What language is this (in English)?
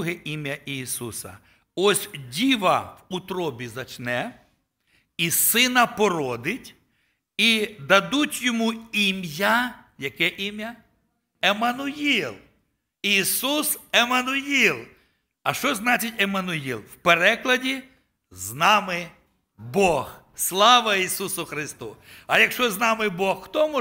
Ukrainian